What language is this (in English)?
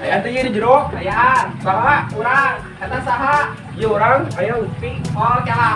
Sundanese